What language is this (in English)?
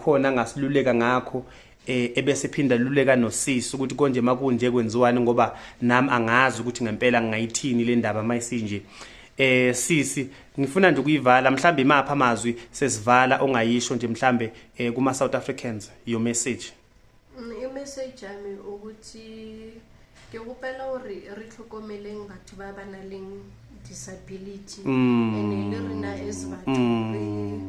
Zulu